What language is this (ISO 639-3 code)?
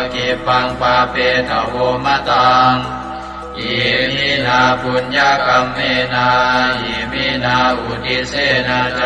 pli